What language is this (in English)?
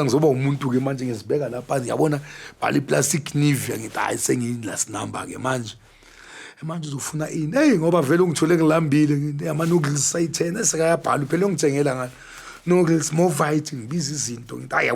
Zulu